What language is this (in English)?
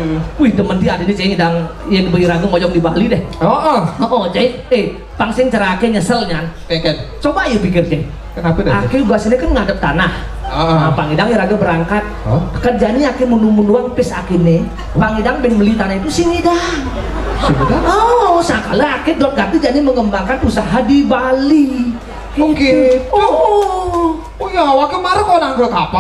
Balinese